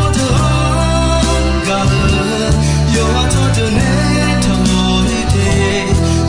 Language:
Akha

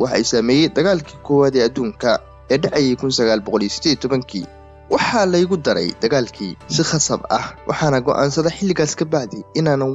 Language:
Somali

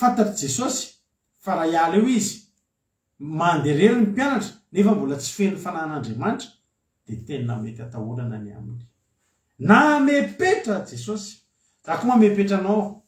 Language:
Malagasy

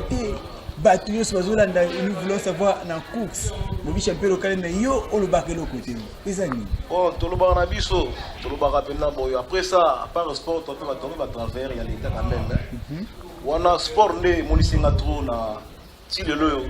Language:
Lingala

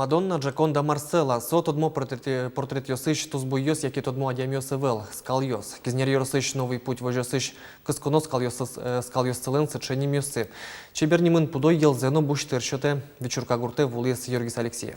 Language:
Udmurt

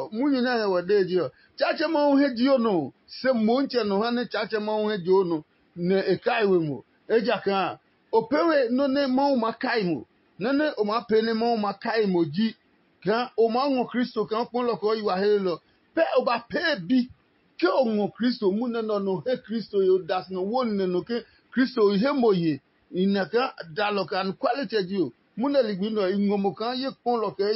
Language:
Adangme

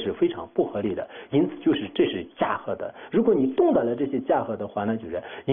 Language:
Chinese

